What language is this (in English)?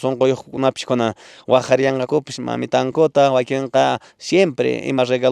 Quechua